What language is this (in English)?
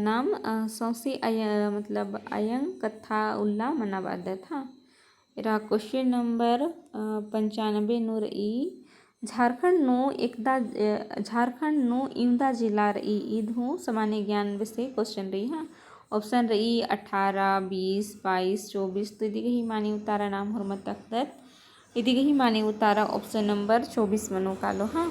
Kurukh